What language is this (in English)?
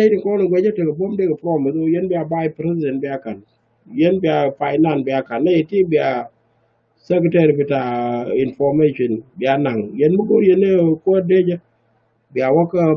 Nuer